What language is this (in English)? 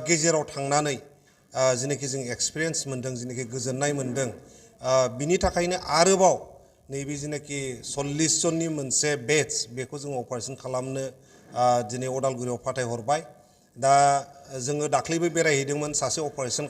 Bodo